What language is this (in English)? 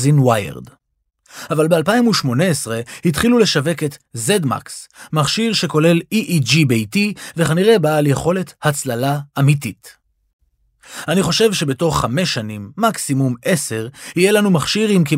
Hebrew